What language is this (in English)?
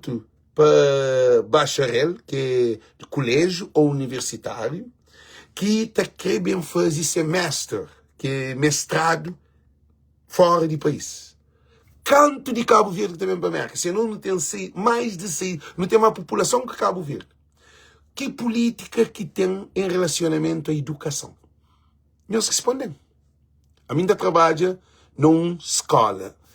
Kabuverdianu